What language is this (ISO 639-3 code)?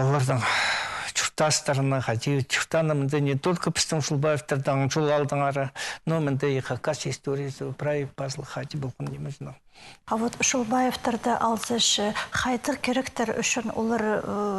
kjh